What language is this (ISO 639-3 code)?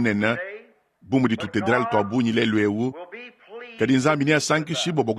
lua